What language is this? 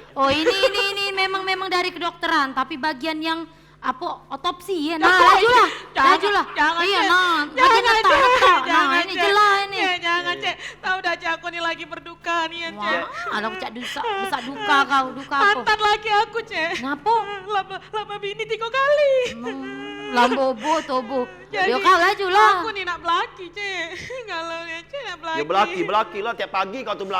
Musi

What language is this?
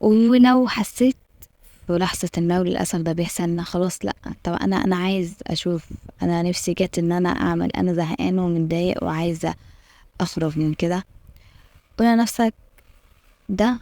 Egyptian Arabic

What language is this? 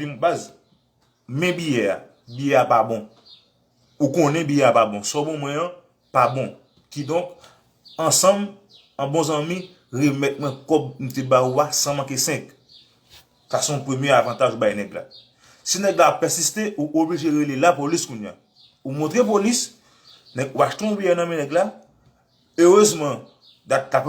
Haitian Creole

